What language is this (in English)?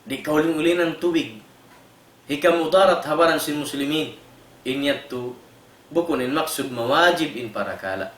Tausug